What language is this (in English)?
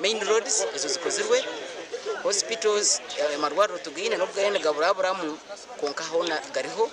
Nyankole